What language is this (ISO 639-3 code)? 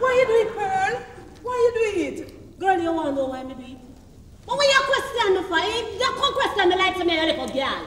jam